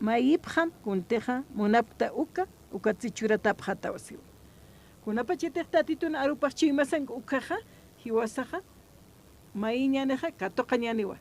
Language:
Aymara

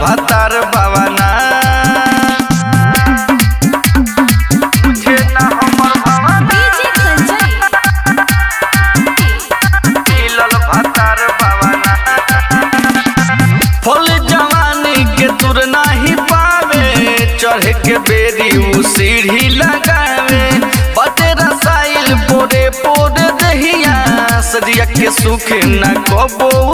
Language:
Bhojpuri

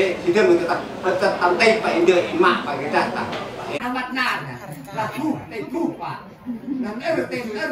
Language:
Central Mnong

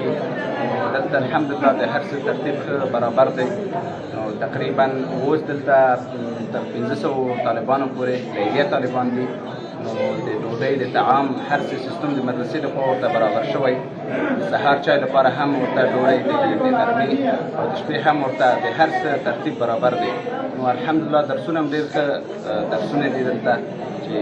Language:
Pashto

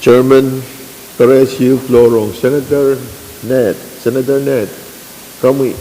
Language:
Pohnpeian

